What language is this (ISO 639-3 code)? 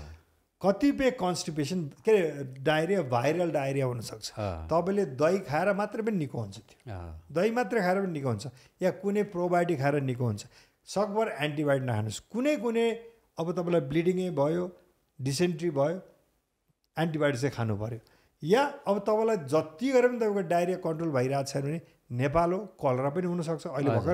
nep